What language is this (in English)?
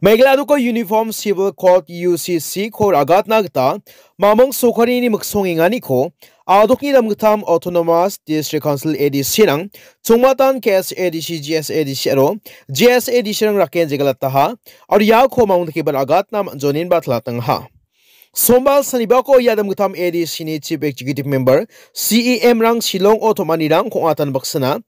Garo